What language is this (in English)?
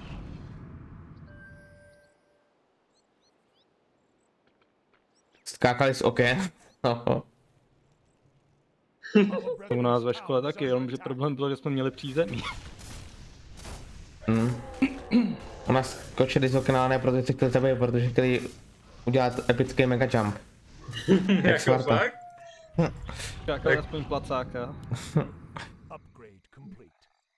Czech